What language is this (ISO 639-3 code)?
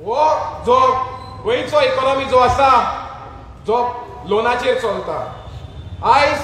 kok